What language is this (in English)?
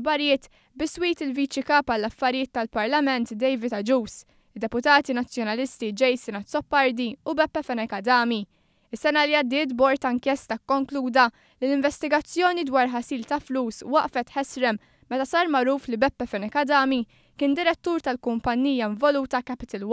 Maltese